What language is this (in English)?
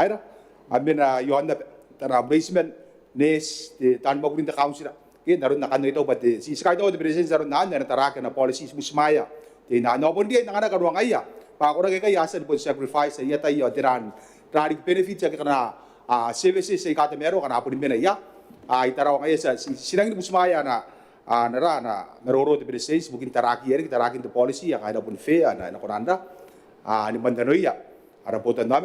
Gilbertese